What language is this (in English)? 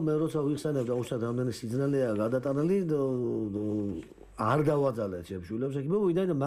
Georgian